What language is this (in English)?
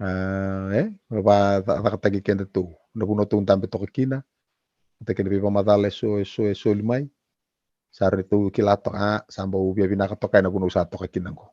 Fijian